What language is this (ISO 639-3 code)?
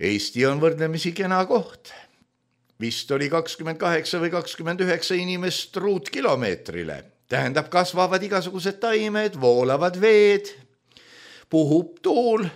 est